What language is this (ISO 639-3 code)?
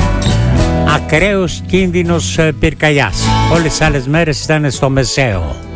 ell